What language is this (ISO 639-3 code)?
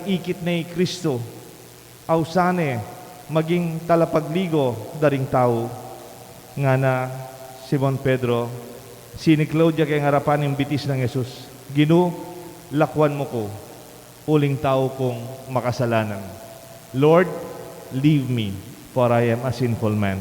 pam